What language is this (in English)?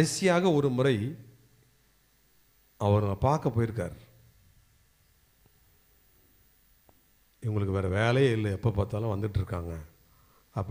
Tamil